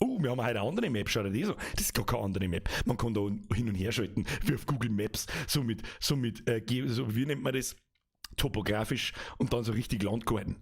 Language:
Bavarian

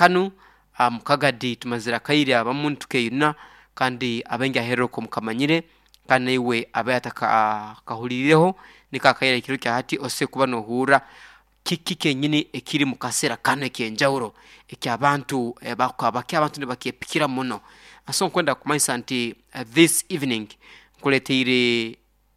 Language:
Nyoro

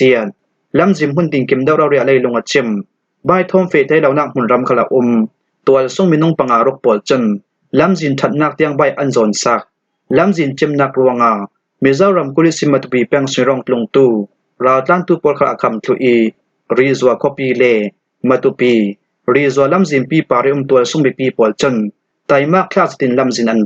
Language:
Falam Chin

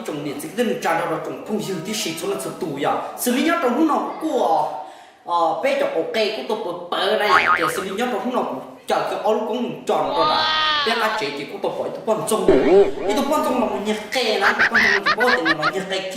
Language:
Hmong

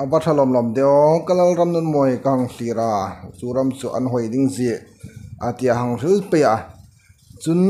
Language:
Hmar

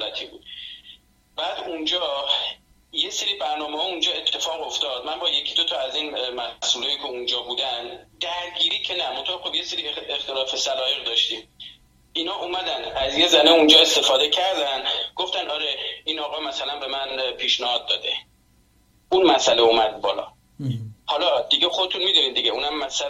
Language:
Persian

